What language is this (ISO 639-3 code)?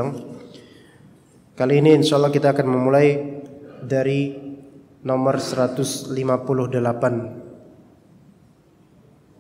ind